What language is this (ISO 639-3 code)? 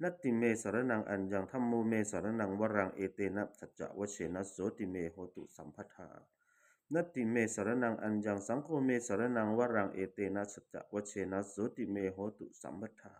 pli